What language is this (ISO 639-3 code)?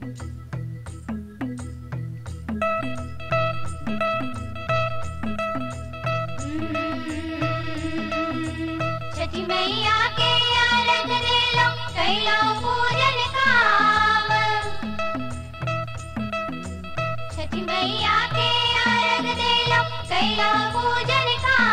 bho